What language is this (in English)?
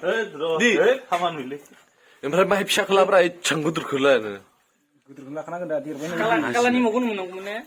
Bodo